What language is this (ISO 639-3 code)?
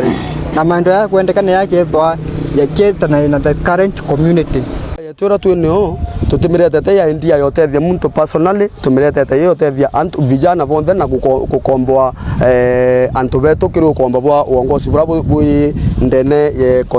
mer